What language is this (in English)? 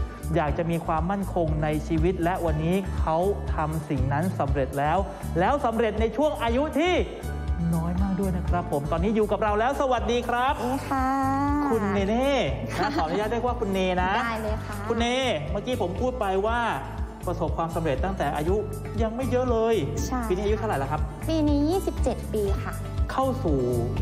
Thai